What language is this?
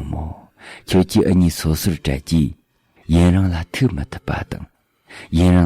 Tibetan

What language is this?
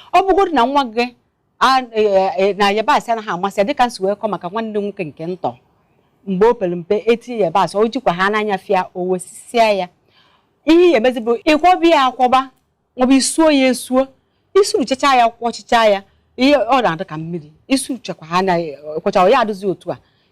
Igbo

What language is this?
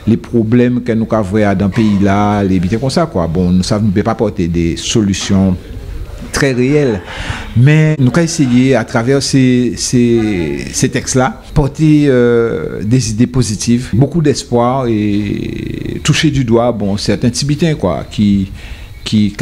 Guadeloupean Creole French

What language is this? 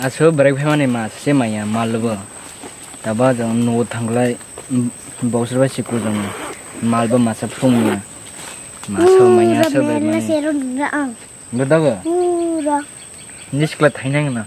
Kok Borok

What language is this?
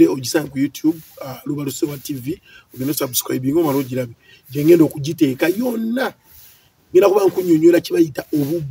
Ganda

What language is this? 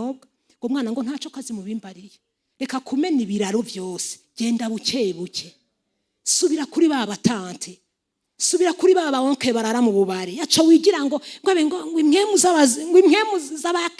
Rundi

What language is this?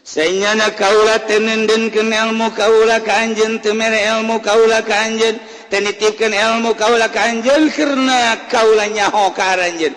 Sundanese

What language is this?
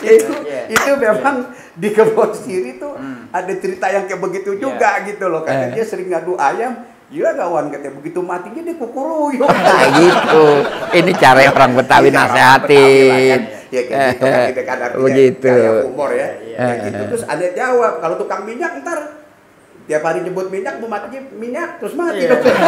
Betawi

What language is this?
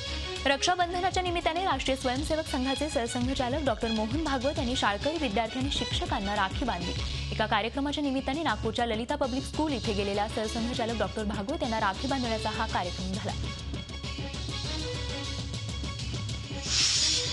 Marathi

